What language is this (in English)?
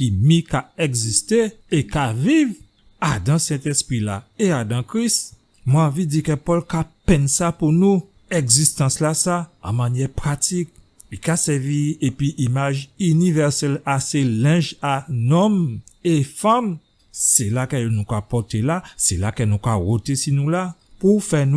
Guadeloupean Creole French